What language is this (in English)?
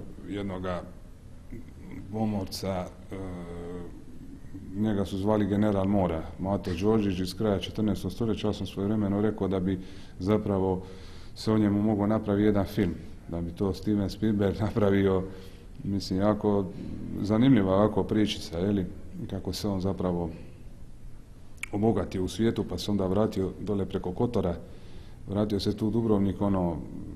Croatian